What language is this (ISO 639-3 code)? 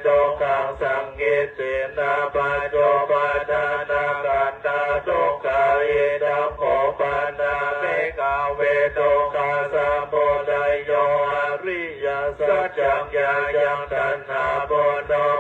pli